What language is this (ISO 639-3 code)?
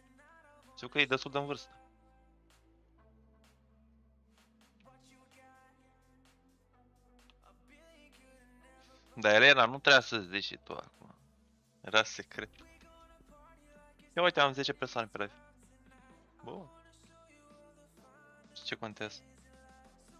ron